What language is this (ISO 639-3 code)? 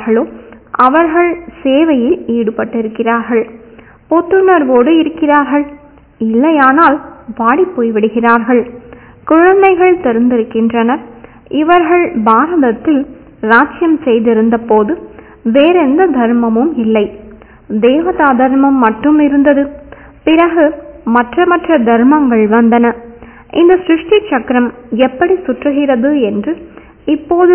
tam